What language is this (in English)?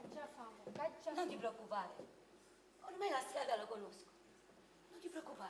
Neapolitan